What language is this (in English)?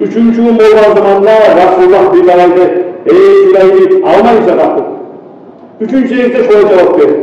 Kumyk